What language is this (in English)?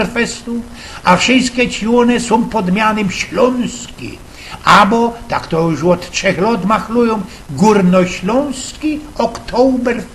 Silesian